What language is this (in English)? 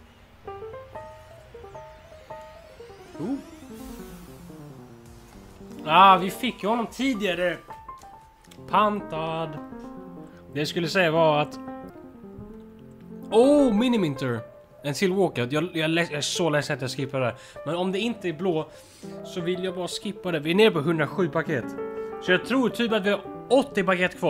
Swedish